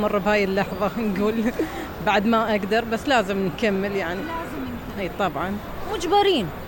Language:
Mesopotamian Arabic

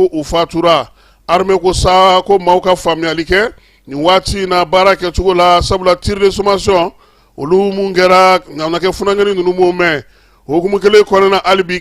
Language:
Bambara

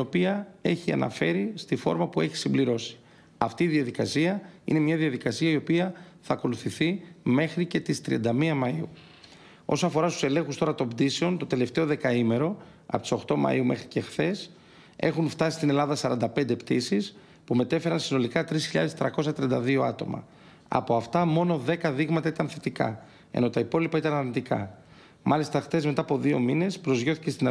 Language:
Greek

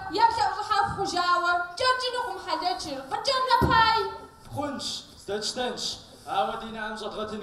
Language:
Kabardian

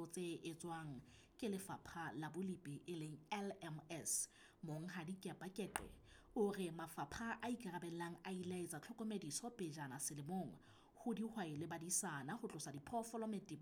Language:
Southern Sotho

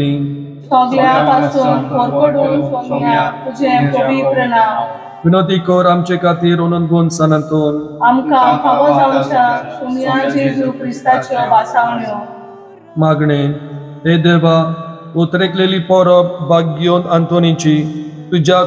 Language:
Konkani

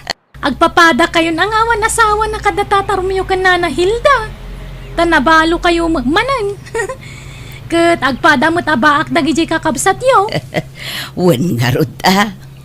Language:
Iloko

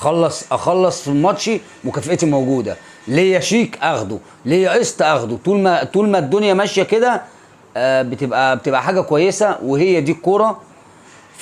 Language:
Egyptian Arabic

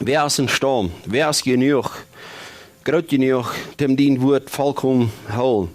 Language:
Plautdietsch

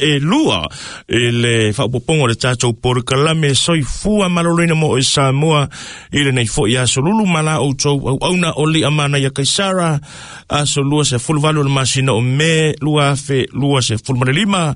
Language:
Samoan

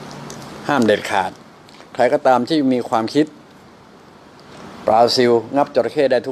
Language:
Thai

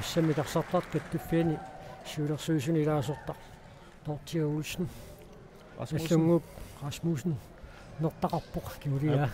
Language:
Kalaallisut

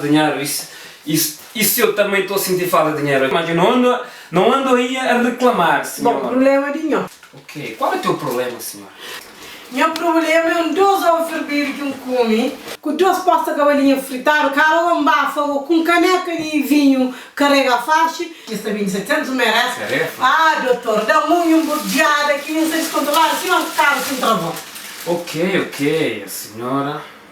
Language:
Kabuverdianu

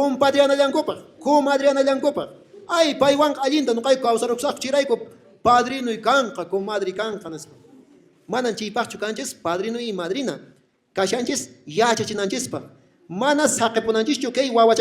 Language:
Quechua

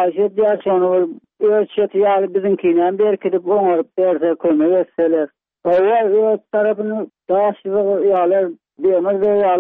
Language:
Turkmen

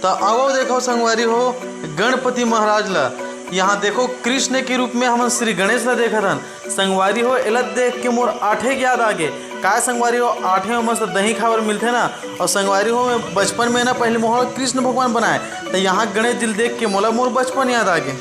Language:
Chhattisgarhi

